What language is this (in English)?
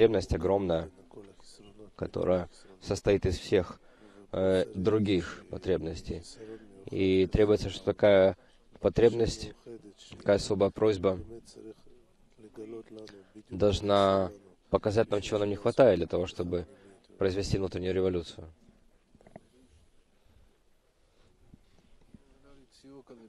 Russian